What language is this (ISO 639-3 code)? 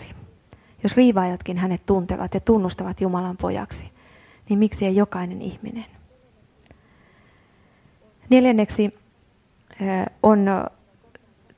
fin